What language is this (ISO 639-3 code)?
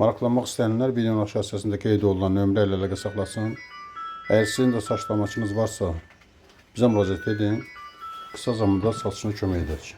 aze